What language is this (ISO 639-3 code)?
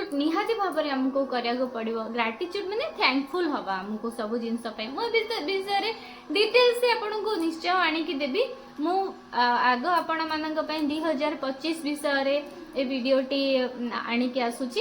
ori